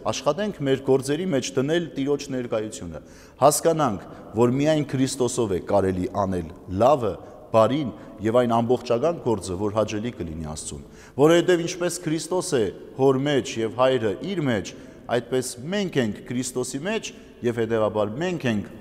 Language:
Armenian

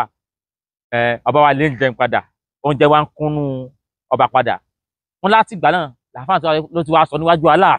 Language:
Yoruba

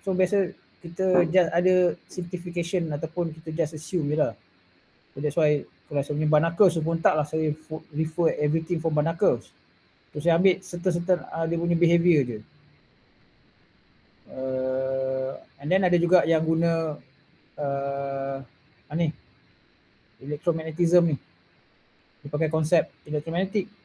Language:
Malay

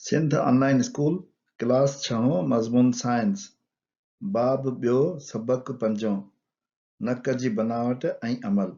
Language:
Sindhi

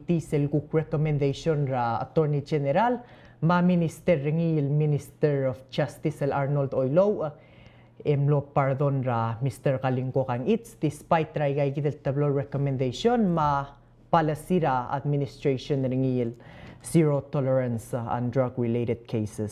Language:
Palauan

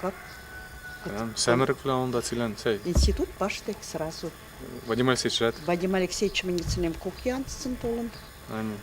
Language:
Western Mari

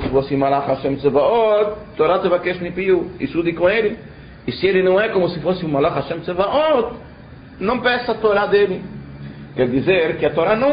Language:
Portuguese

